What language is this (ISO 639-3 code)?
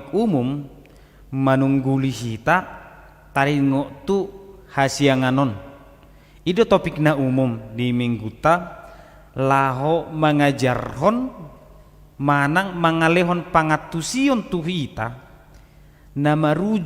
bbc